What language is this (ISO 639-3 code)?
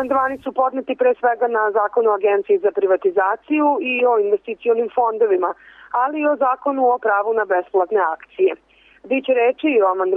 srp